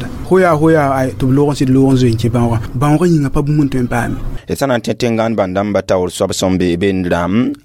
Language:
Mossi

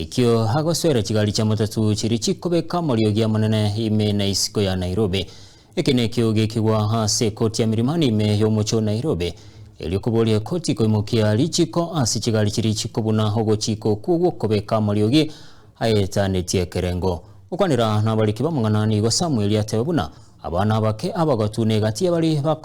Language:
Gusii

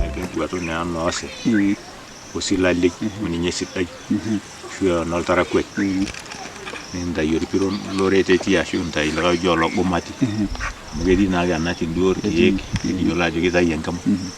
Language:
Masai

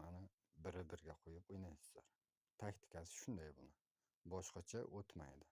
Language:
Uzbek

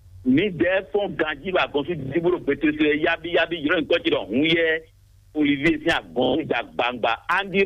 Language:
Fon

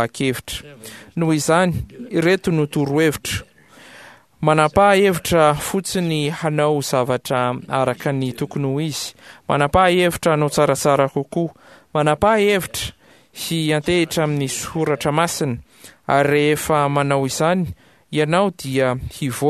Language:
Malagasy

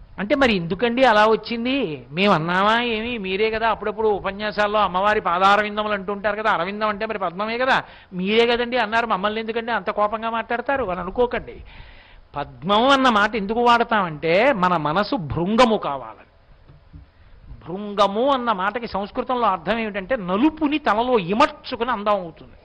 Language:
Telugu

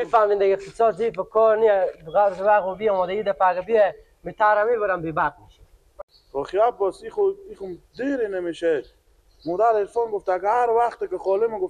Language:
Persian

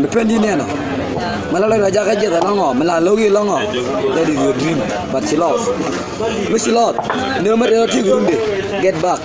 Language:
Nuer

